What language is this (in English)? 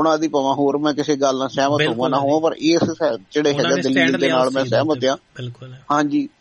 Punjabi